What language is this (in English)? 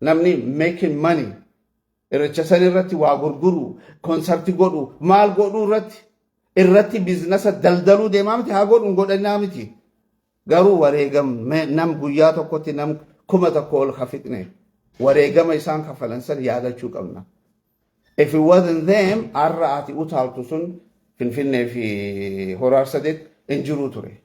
Oromo